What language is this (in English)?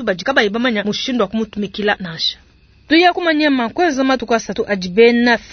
Luba-Lulua